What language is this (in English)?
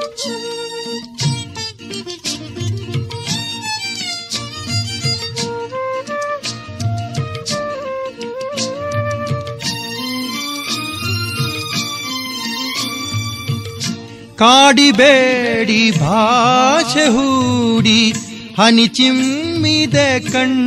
Kannada